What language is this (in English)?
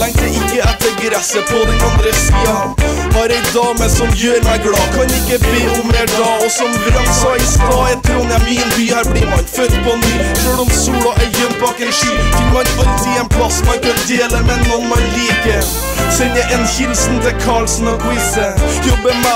Norwegian